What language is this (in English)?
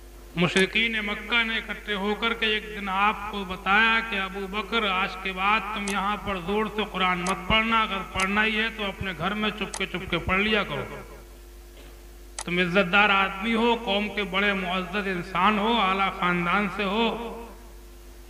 Urdu